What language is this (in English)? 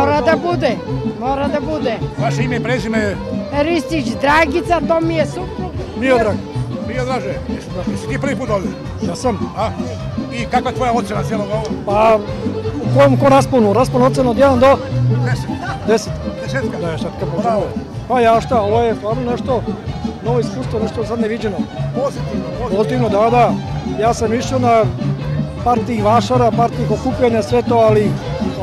Serbian